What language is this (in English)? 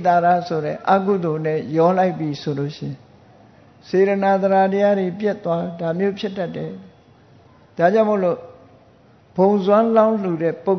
Burmese